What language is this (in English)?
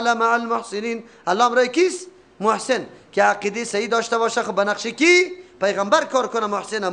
Persian